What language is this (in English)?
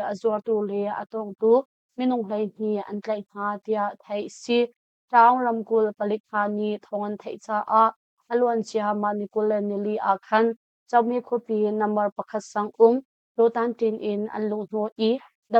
Hakha Chin